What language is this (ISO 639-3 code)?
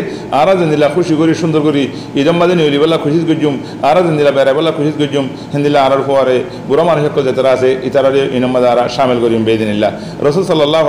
rhg